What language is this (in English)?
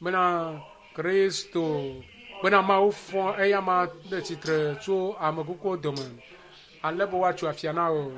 Ewe